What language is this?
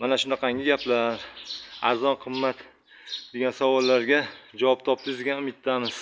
Uzbek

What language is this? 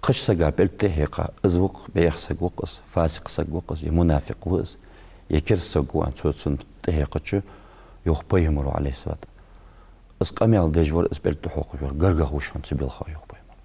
Ingush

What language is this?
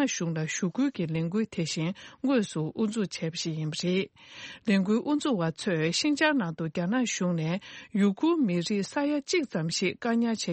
Tibetan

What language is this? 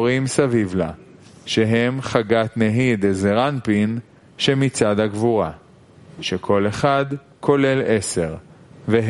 Hebrew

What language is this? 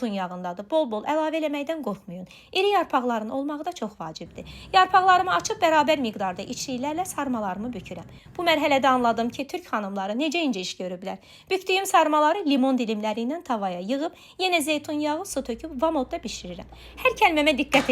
Azerbaijani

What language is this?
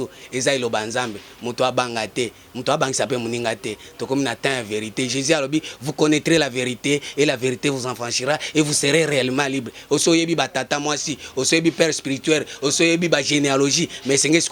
Lingala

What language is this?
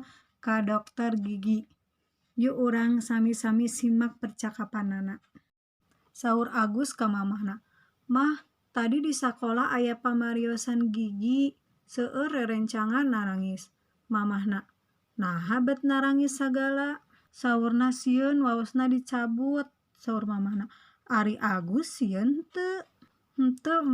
Sundanese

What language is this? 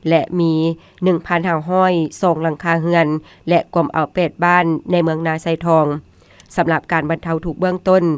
Lao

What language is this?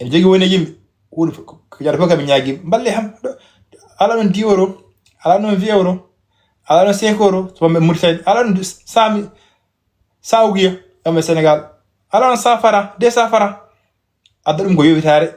Fula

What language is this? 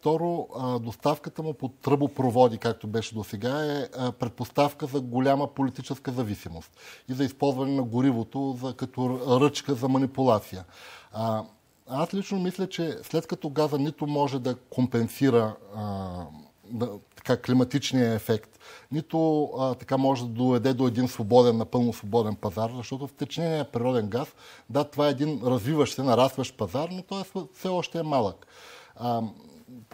Bulgarian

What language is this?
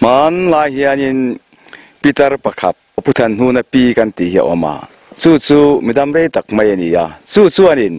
Mizo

